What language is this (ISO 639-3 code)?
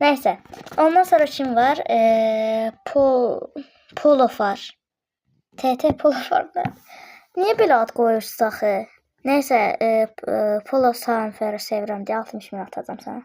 aze